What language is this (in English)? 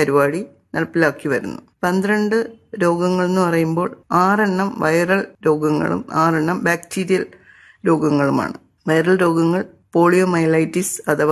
Malayalam